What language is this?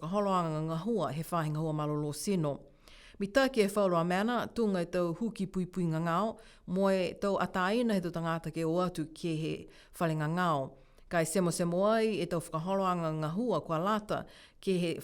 Niuean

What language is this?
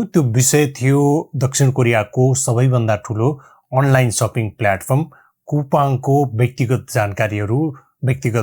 Nepali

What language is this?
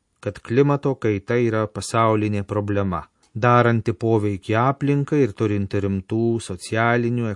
Lithuanian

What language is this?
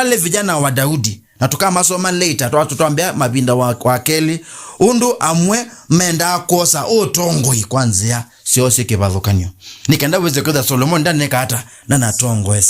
Kamba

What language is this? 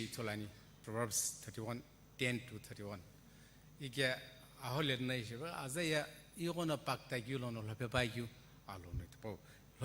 Sumi Naga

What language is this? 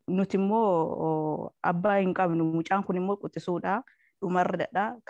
Oromo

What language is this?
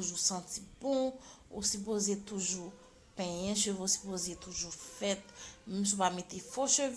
Haitian Creole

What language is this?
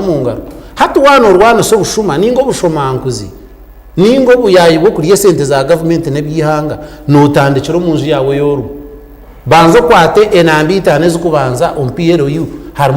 Nyankole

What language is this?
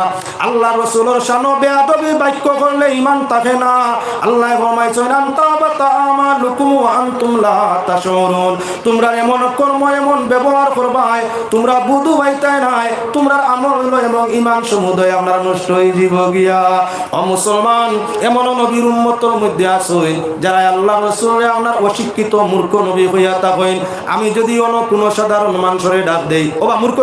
Sylheti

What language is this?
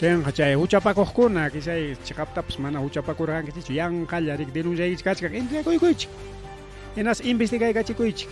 Ayacucho Quechua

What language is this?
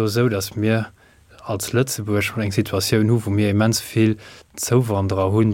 Luxembourgish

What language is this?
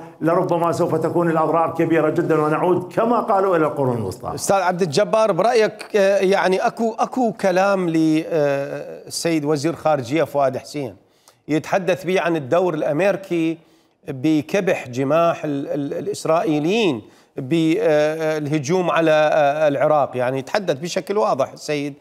Mesopotamian Arabic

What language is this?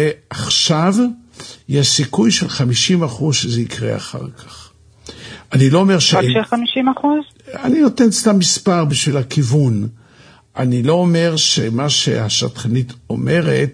Hebrew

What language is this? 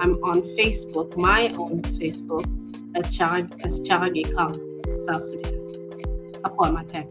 Acoli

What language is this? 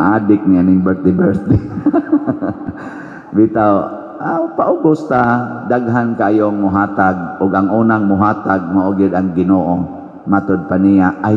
Cebuano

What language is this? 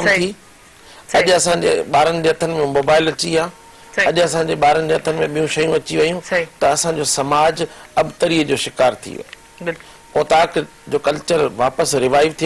Sindhi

